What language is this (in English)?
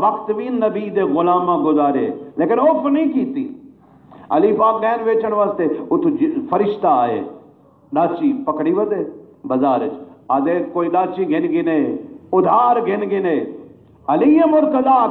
Saraiki